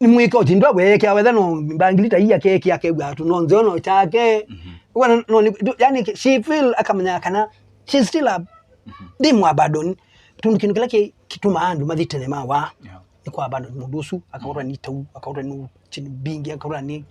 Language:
Kamba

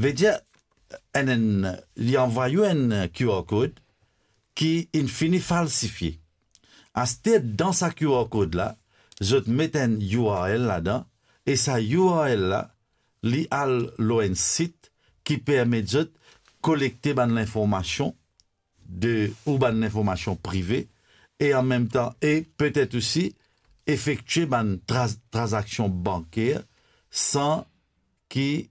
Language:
Morisyen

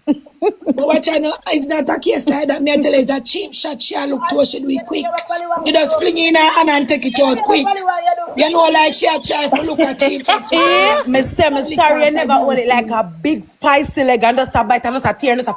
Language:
Jamaican Creole English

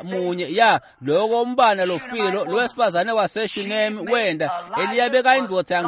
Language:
Swati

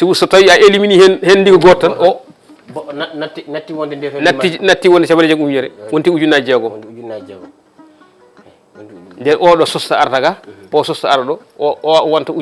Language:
Fula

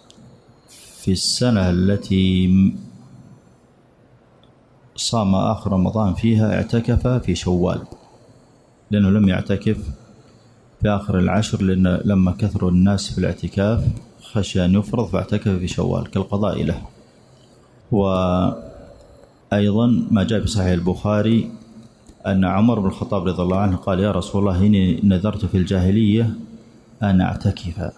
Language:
Arabic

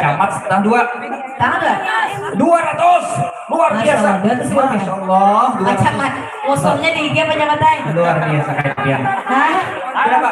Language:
Banjar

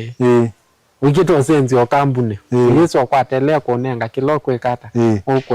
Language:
Kamba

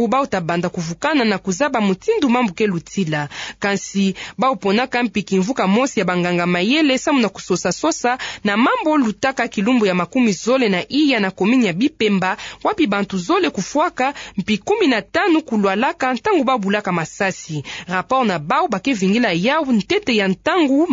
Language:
Kituba (Democratic Republic of Congo)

